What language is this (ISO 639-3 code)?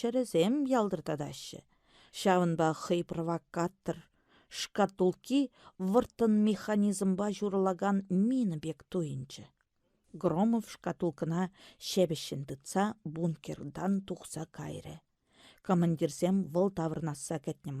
chv